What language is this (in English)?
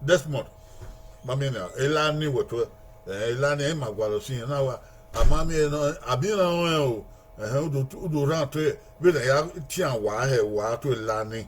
Bini